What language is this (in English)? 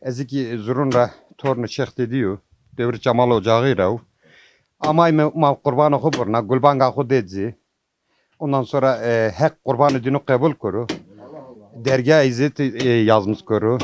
Zaza